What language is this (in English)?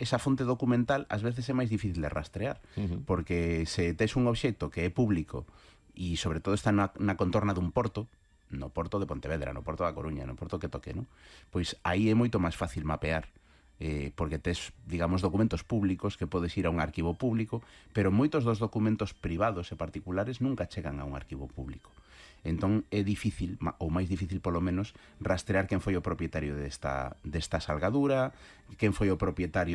Galician